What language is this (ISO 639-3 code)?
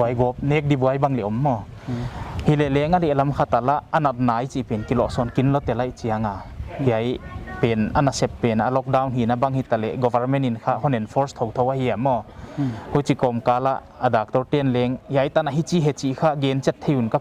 pck